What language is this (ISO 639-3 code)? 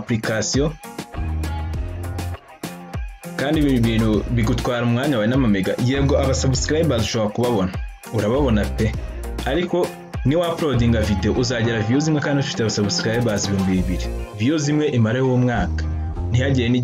kin